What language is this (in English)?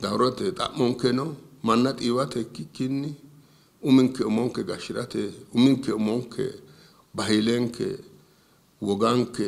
Sidamo